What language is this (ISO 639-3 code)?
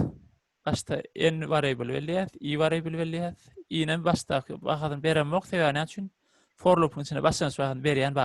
tuk